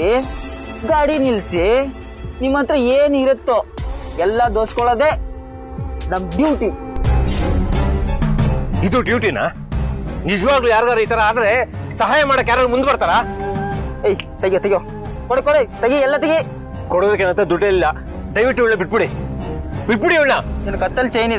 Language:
Kannada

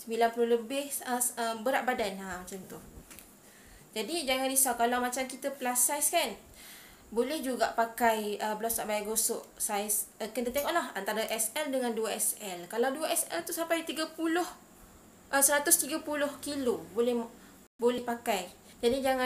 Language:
Malay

